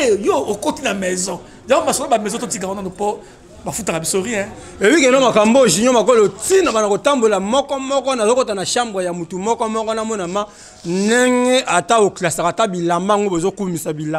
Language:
Lingala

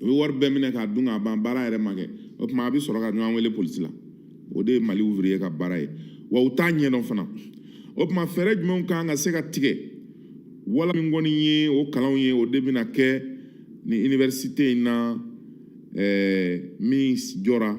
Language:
Bambara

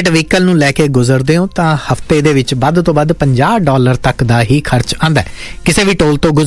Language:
Punjabi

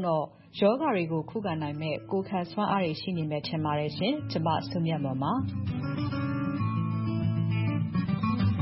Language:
Burmese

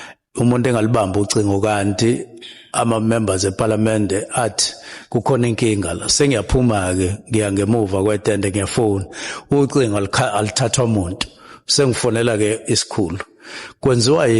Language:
Zulu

